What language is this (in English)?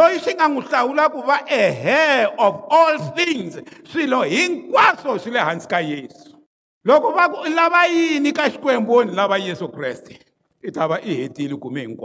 Tsonga